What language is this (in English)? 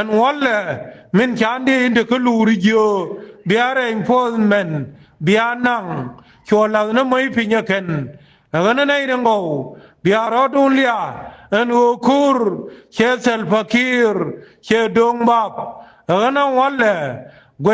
Nuer